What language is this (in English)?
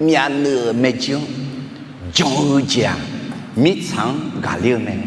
Akha